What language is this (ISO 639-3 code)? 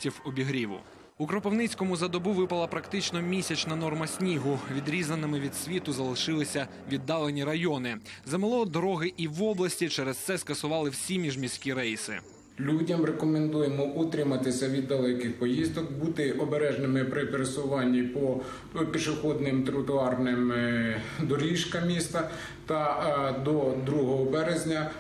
ukr